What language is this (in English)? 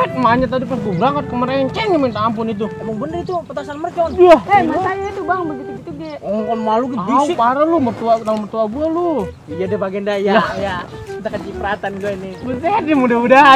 Betawi